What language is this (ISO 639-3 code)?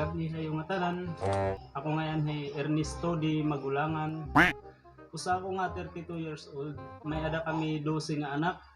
war